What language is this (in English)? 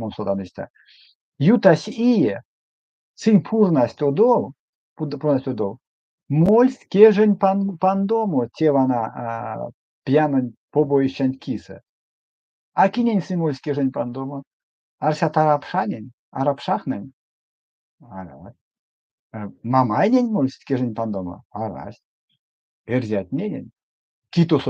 Erzya